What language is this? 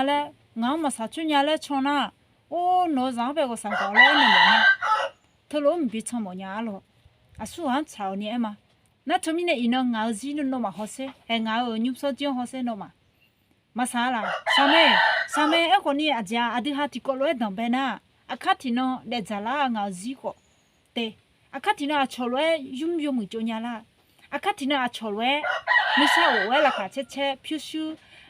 Akha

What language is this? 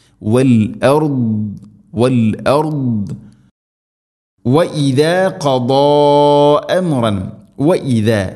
Malayalam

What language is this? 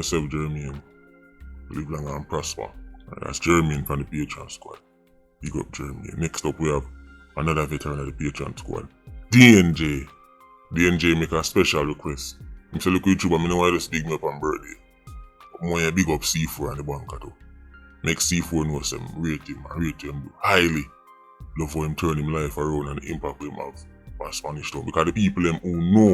Jamaican Creole English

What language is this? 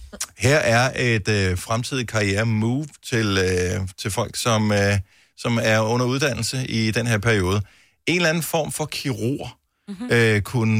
Danish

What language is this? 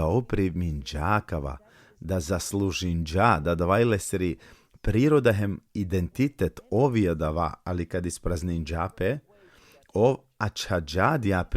Balkan Romani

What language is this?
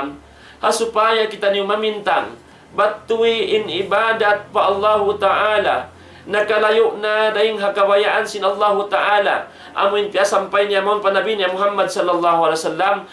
Tausug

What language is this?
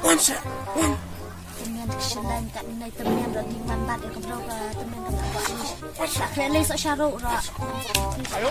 Khasi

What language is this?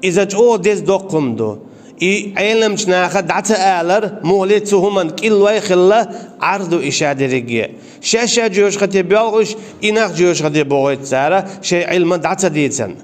Chechen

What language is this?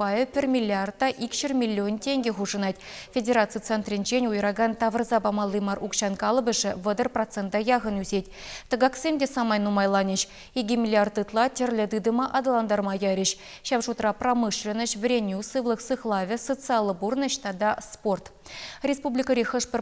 Chuvash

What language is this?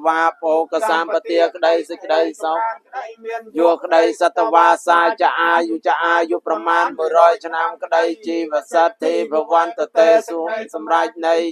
Khmer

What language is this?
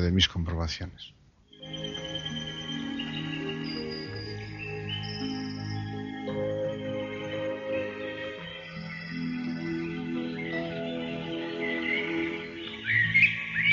Spanish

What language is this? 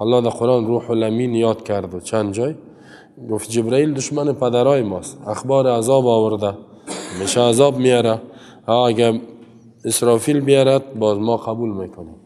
Persian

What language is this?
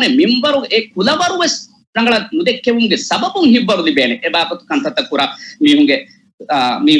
Divehi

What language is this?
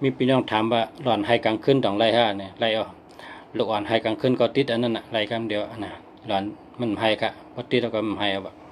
Shan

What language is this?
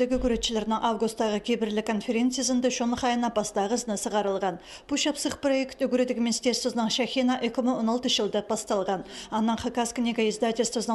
Khakas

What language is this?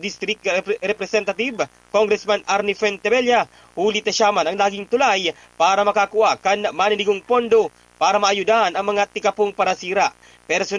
Bikol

